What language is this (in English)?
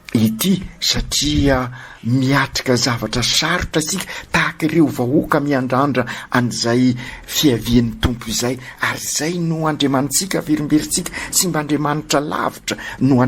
Malagasy